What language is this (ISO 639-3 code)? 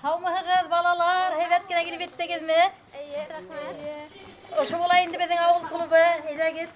bak